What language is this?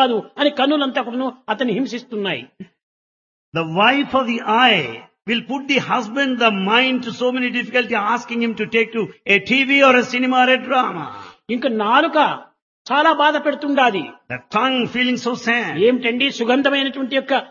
Telugu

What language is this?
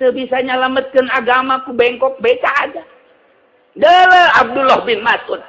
Sundanese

